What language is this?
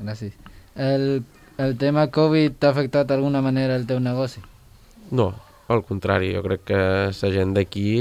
Catalan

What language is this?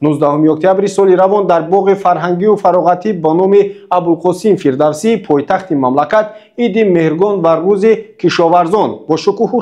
Tajik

